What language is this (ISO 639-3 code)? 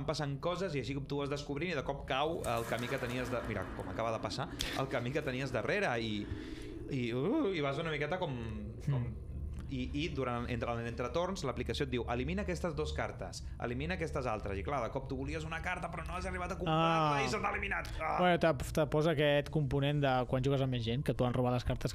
cat